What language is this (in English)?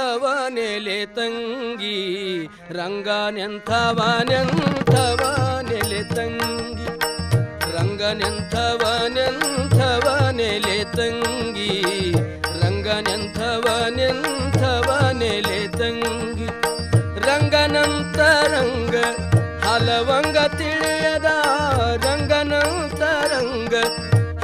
Kannada